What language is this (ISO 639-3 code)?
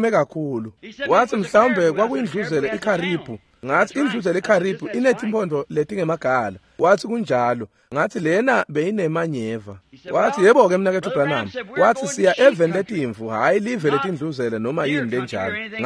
ssw